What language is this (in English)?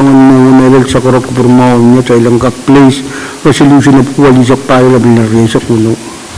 Pohnpeian